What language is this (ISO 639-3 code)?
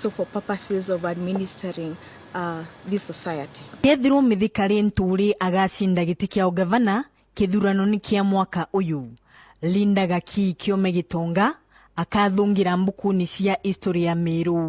mer